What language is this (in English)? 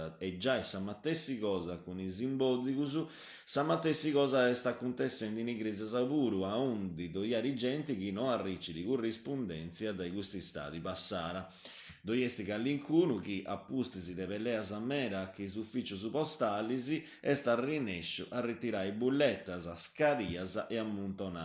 Sardinian